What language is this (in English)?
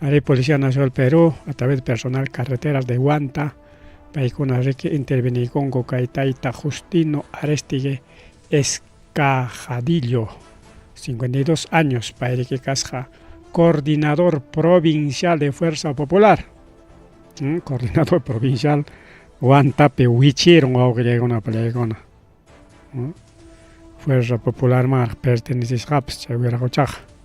Ayacucho Quechua